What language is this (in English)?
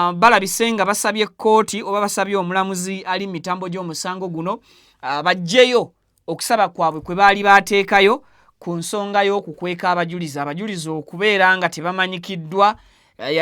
Ganda